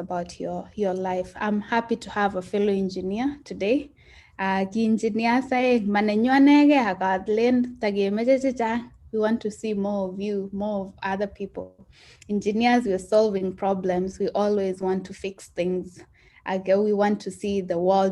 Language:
Kalenjin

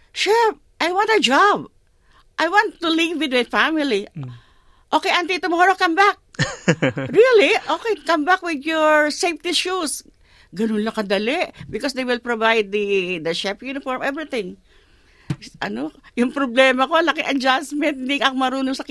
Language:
Filipino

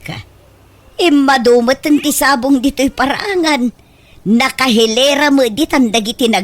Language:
Iloko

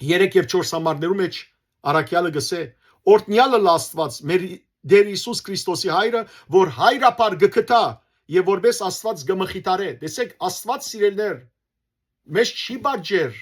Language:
Western Armenian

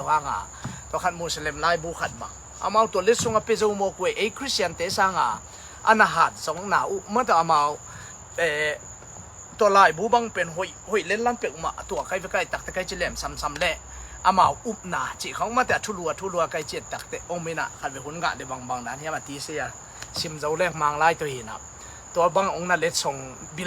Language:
Tedim Chin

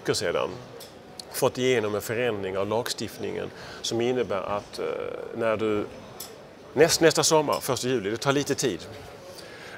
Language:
Swedish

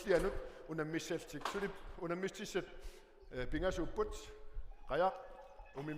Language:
Kalaallisut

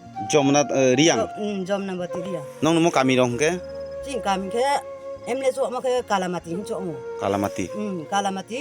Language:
Kok Borok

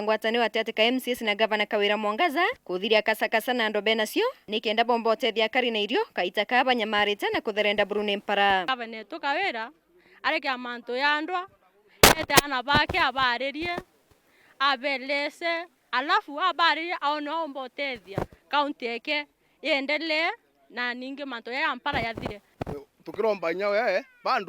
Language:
Meru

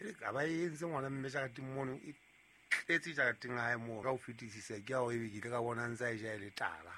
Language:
Southern Sotho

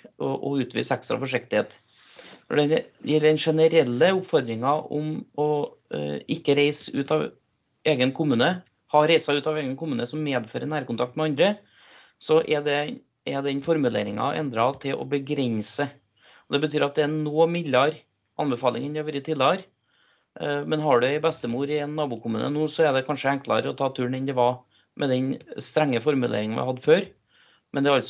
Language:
Norwegian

